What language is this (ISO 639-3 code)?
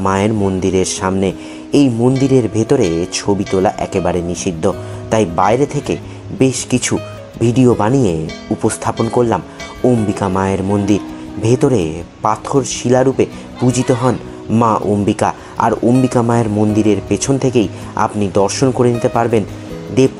ben